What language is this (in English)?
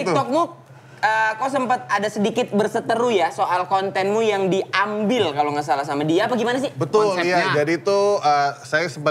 Indonesian